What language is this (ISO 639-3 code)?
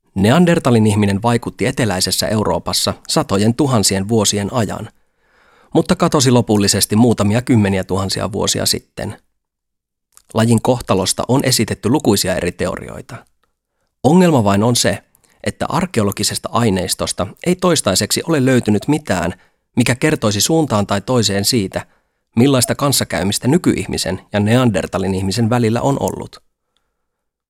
fin